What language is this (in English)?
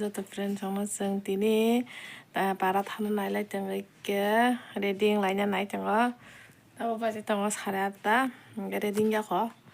Kok Borok